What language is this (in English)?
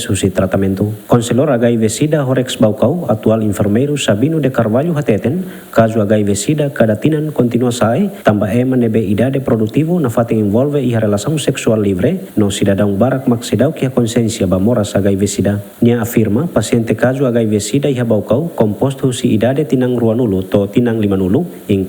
Tetum